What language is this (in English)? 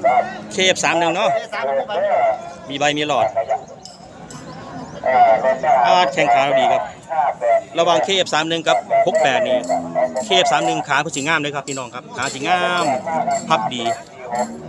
Northeastern Thai